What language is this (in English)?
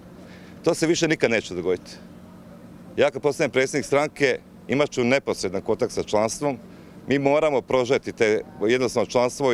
Croatian